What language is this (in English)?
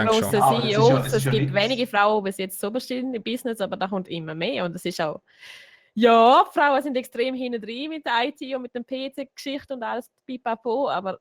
Swiss German